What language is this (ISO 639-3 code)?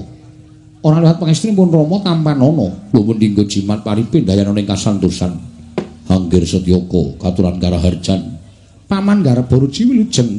jav